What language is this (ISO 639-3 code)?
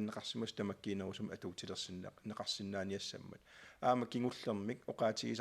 kal